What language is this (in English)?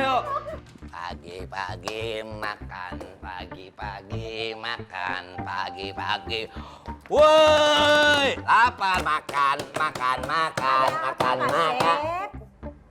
Betawi